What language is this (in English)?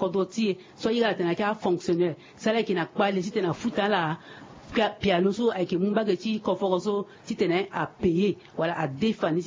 Sango